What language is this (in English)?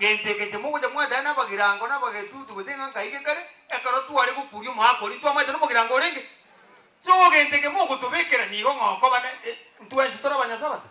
Gusii